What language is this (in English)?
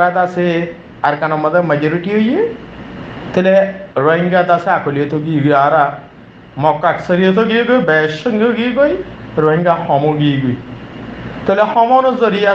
Rohingya